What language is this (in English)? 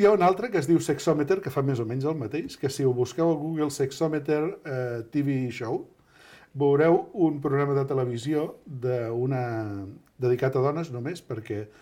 Catalan